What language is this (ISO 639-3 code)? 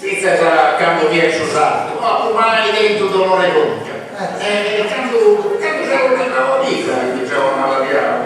srd